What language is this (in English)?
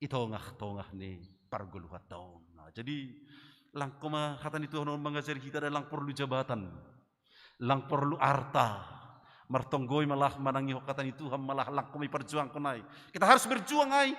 Batak Simalungun